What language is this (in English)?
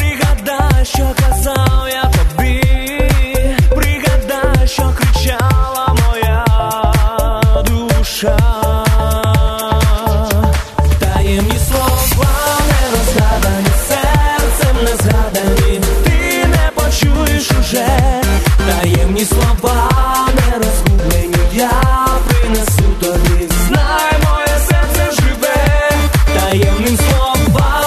Ukrainian